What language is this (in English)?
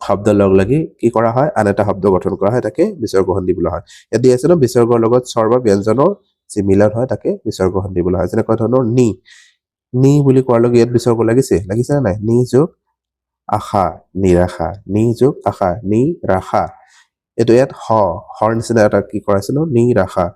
Assamese